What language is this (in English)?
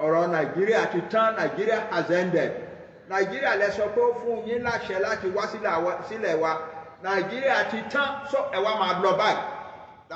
Yoruba